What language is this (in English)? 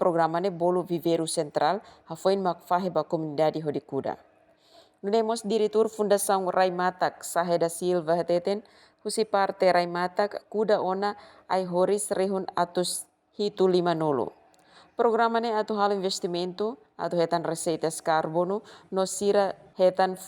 Tetum